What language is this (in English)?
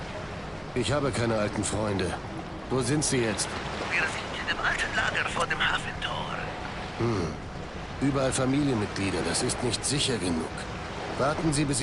Bavarian